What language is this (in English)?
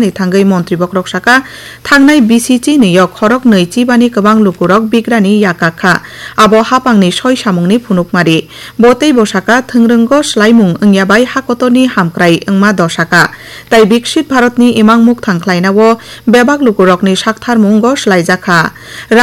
Kok Borok